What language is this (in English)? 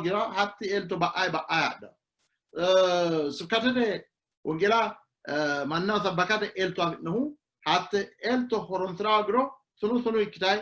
Sidamo